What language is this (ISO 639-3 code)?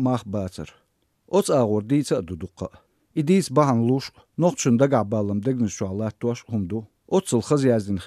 che